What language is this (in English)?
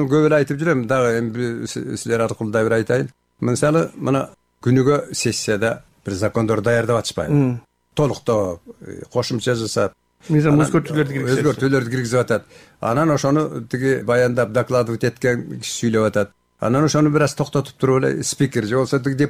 Kyrgyz